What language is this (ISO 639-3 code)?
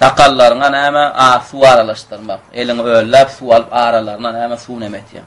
tuk